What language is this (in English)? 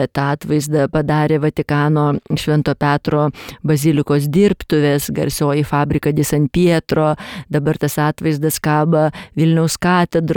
Lithuanian